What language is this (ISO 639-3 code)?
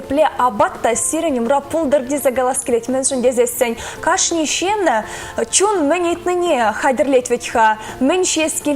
chv